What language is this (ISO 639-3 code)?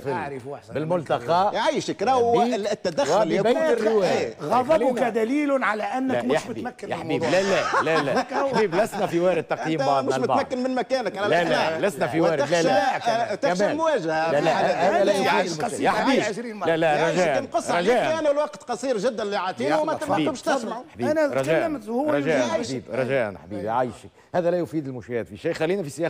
aeb